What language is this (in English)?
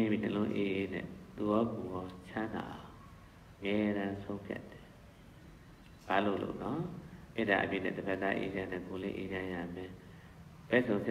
Burmese